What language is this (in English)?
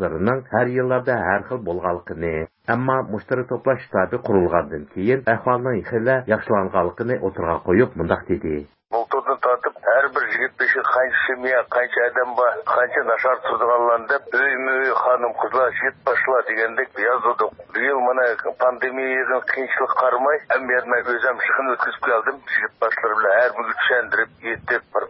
Uyghur